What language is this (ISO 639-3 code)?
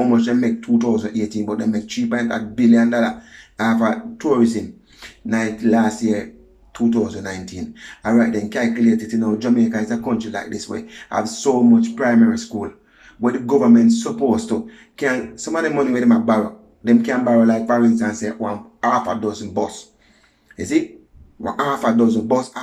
jam